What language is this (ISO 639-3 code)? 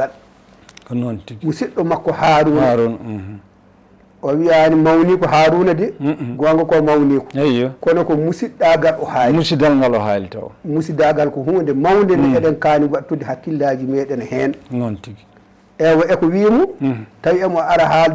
ful